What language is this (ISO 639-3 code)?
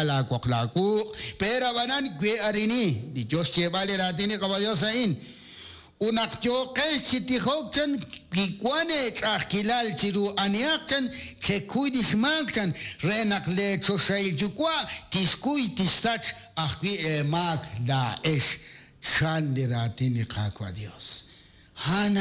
kek